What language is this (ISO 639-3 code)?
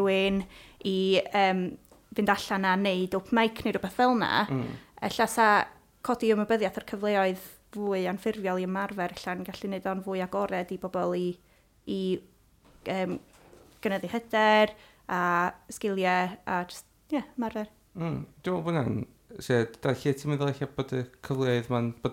cym